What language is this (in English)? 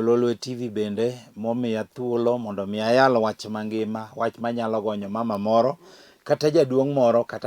Luo (Kenya and Tanzania)